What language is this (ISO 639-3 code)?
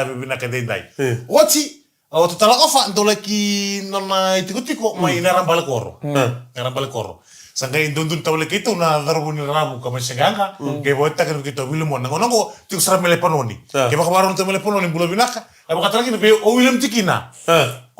fij